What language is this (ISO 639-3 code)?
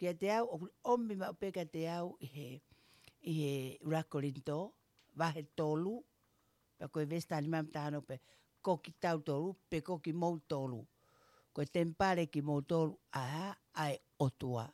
ton